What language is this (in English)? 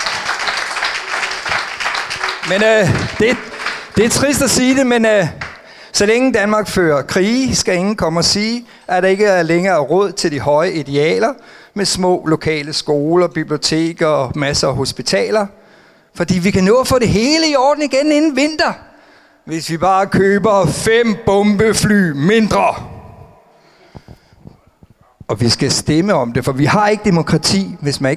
Danish